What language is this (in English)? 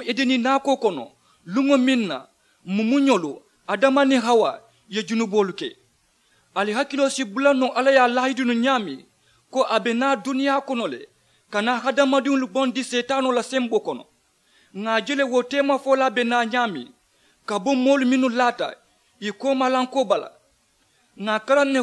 Mandingo